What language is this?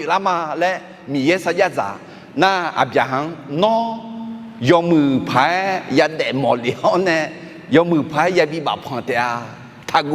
Akha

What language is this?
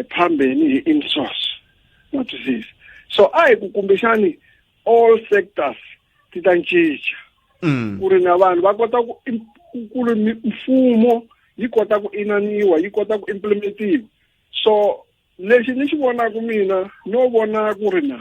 Tsonga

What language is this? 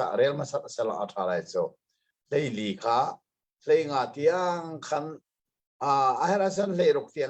Hakha Chin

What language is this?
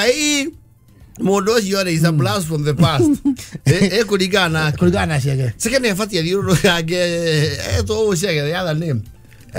Kikuyu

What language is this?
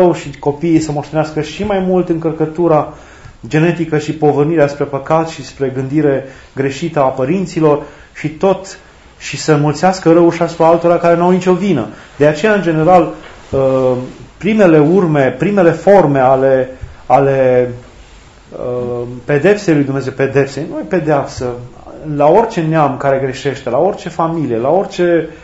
Romanian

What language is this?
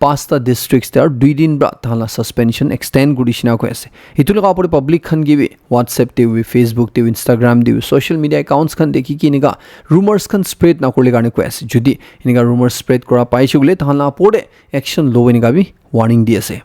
Naga Pidgin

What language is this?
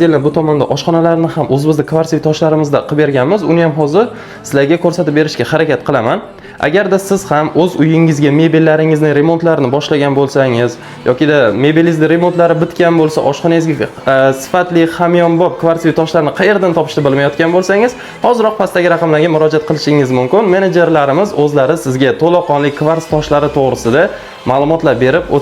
Uzbek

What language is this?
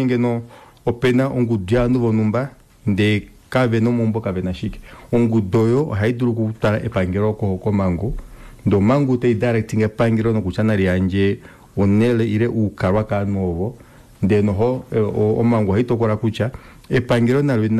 Kuanyama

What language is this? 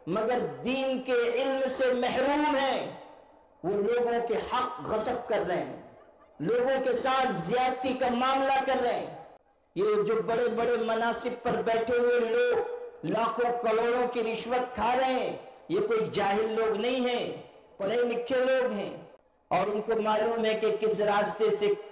Urdu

